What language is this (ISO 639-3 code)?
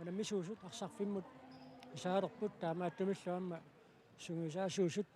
kal